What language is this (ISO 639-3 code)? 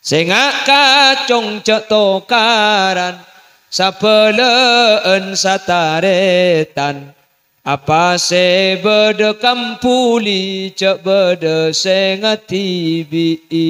mad